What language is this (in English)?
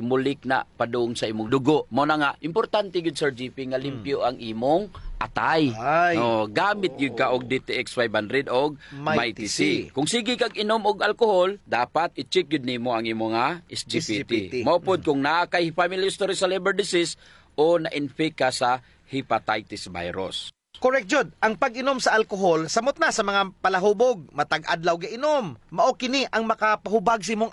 Cebuano